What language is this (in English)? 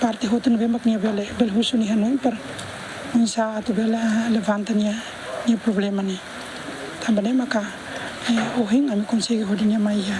Tetum